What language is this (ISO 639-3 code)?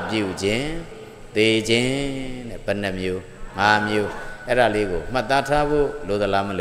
mya